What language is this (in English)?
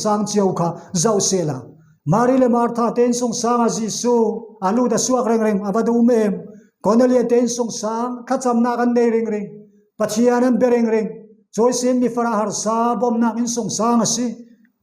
Falam Chin